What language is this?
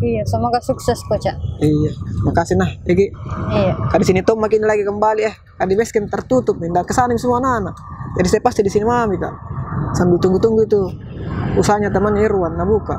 Makassar Malay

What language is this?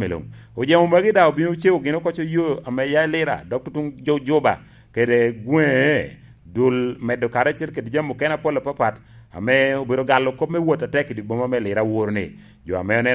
Lango (Uganda)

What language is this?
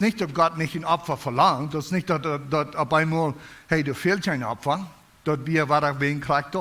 Plautdietsch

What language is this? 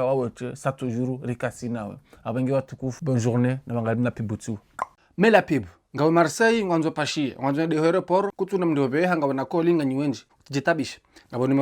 Ngazidja Comorian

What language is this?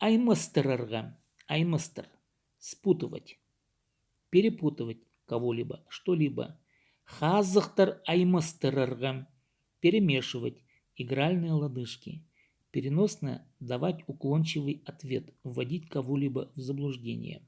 Khakas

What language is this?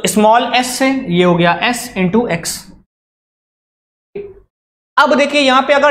Hindi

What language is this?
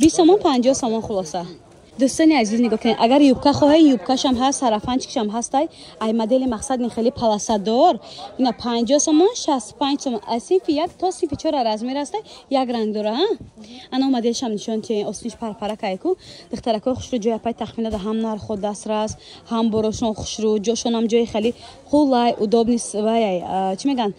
Tajik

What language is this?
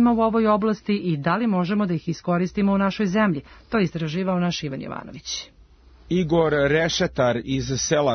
Serbian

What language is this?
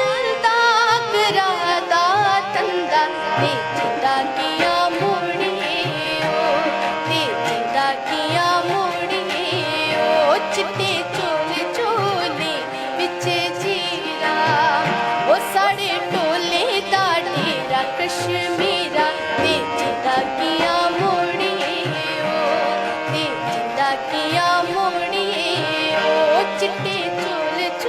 Dogri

